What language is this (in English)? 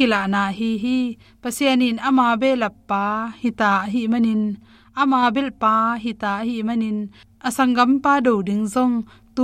Tedim Chin